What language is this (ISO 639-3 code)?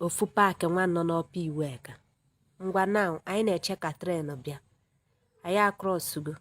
ibo